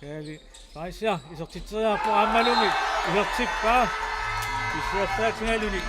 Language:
Kalaallisut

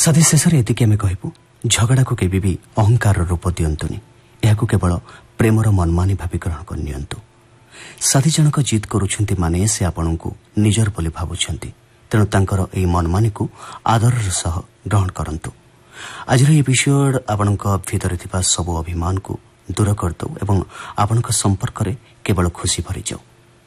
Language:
Odia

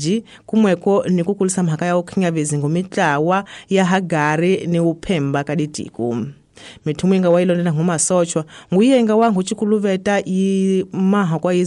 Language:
Tsonga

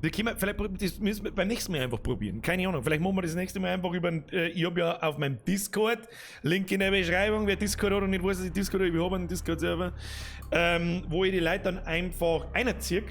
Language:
Bavarian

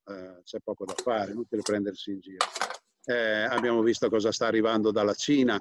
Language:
Italian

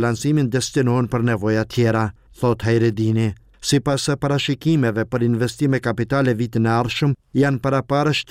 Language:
Albanian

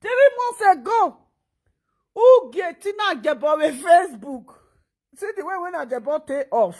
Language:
Nigerian Pidgin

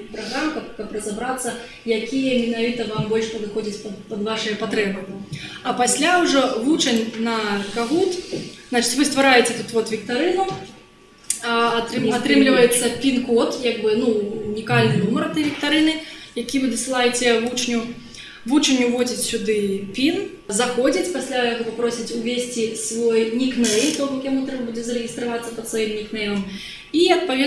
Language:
Belarusian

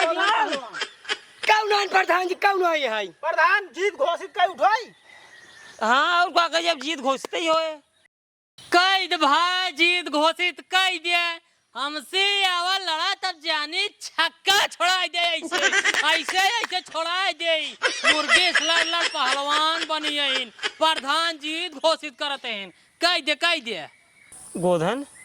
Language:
Awadhi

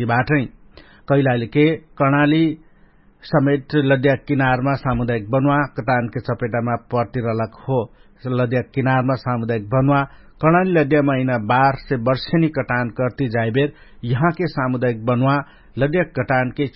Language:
Dangaura Tharu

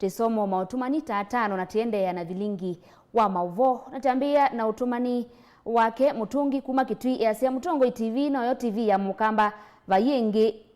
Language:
Kamba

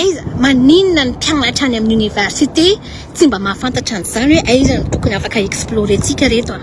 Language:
Malagasy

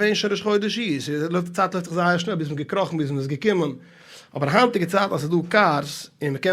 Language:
Yiddish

